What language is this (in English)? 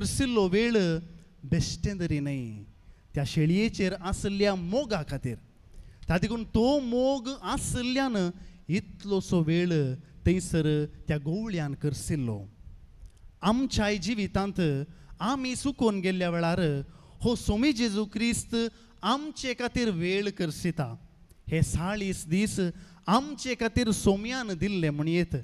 Konkani